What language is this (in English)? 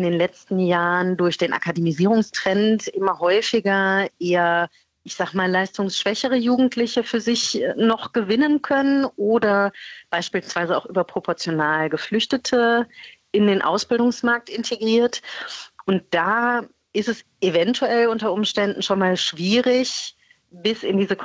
German